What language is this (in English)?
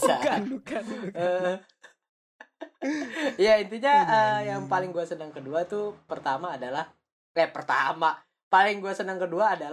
Indonesian